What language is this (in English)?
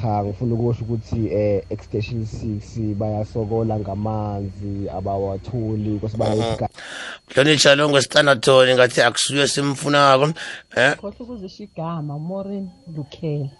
South Ndebele